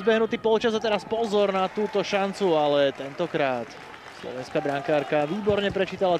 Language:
Slovak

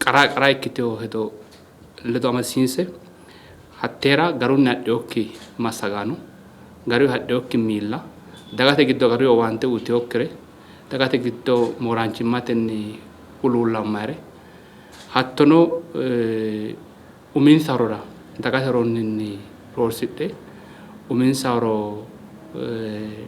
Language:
Sidamo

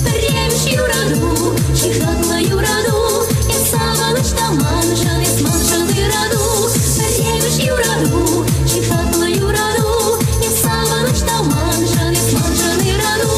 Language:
Chuvash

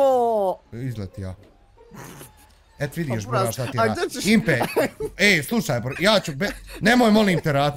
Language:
Bosnian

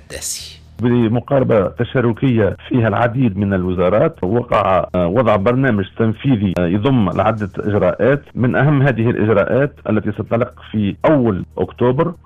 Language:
Tunisian Arabic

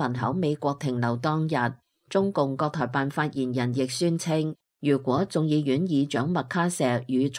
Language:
Cantonese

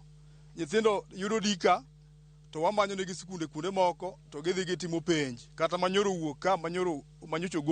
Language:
Luo (Kenya and Tanzania)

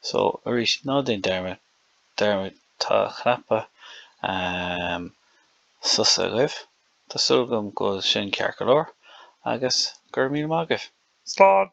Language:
Irish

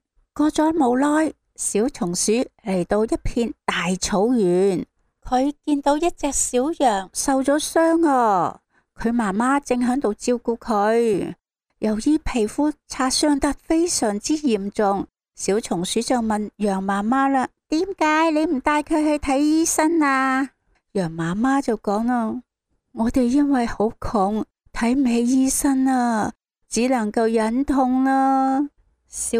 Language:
Cantonese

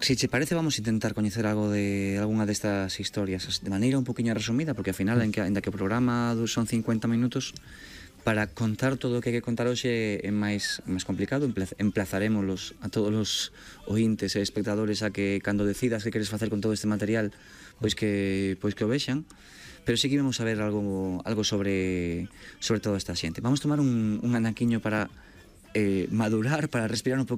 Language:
Galician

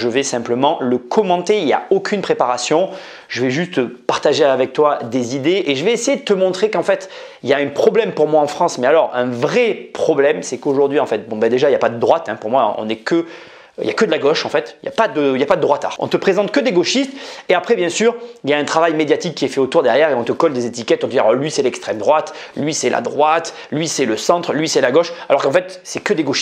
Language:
French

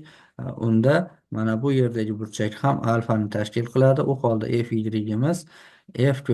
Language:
Uzbek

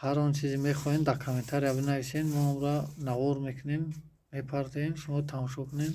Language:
Tajik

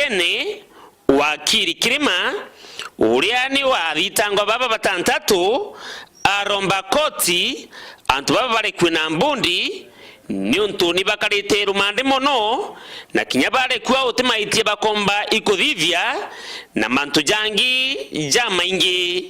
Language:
Meru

